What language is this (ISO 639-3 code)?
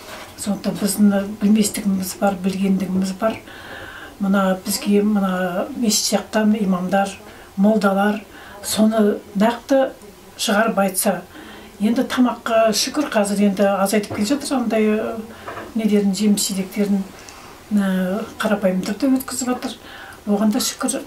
kaz